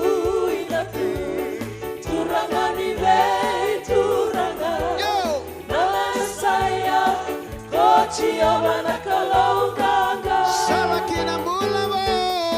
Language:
Fijian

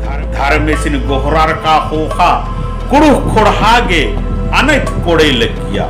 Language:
Kurukh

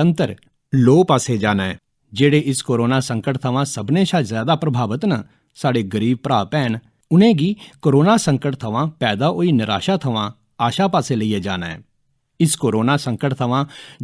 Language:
Dogri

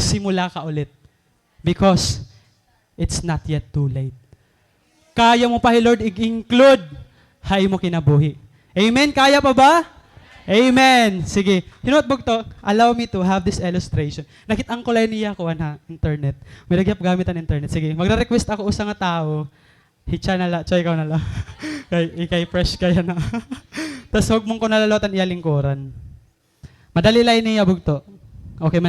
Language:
Waray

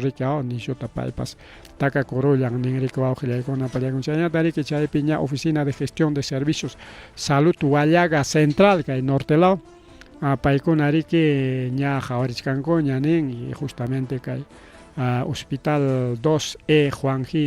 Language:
Ayacucho Quechua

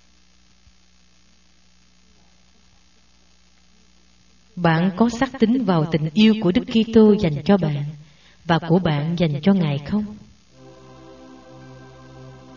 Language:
Vietnamese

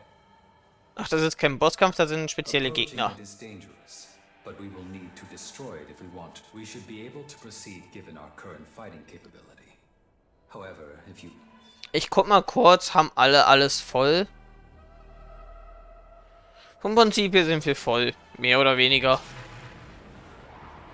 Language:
German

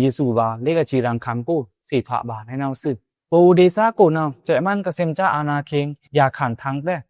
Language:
Pa'o Karen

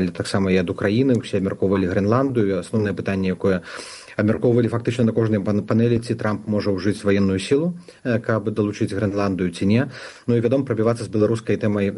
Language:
Belarusian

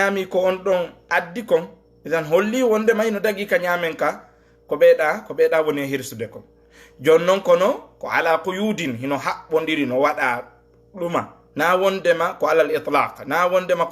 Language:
Fula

